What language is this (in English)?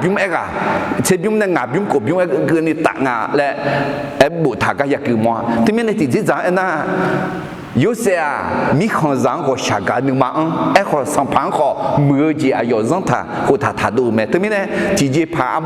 Akha